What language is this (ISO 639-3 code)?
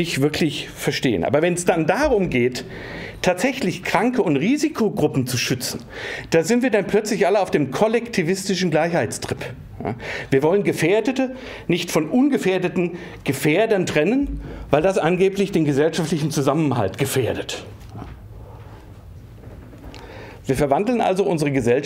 deu